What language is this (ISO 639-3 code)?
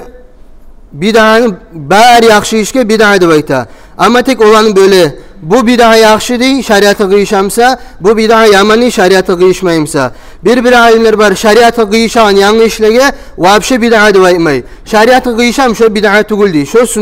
kum